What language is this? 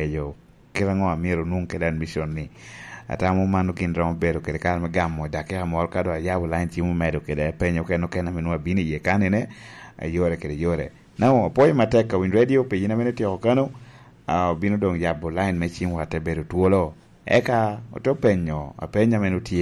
Lango (Uganda)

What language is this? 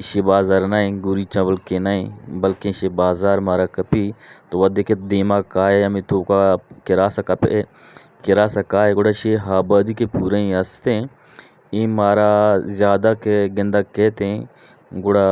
Eastern Balochi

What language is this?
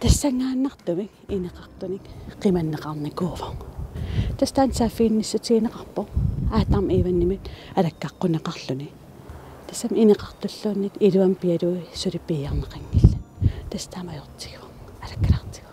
Kalaallisut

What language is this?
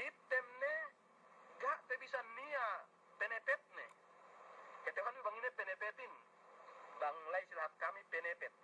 Yakan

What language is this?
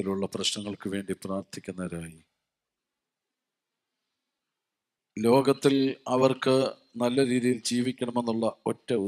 Malayalam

